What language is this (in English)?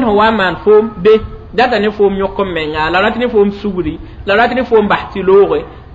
Mossi